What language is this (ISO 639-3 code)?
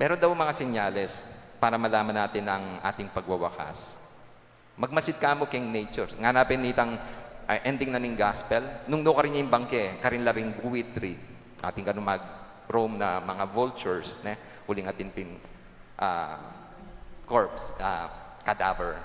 pam